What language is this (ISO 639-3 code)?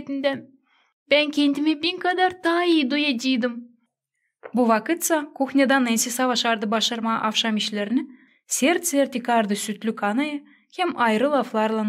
gag